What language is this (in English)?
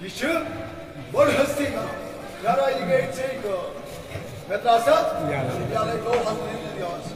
Kashmiri